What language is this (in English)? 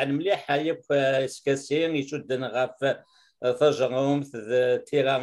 Kabyle